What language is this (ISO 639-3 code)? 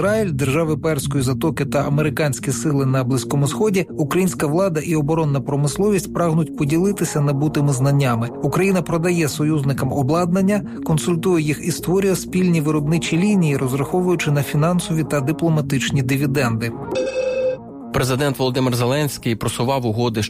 ukr